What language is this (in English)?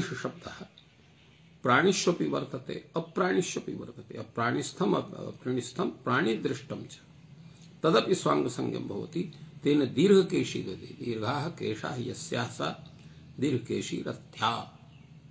Sanskrit